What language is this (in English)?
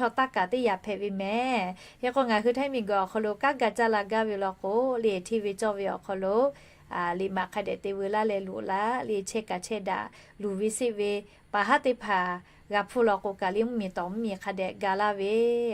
Lahu